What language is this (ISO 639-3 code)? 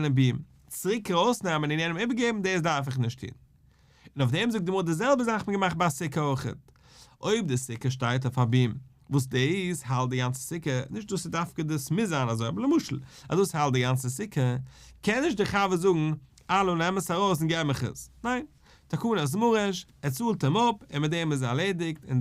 yid